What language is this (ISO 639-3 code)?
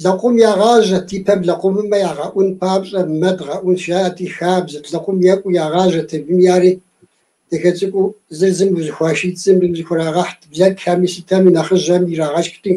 kbd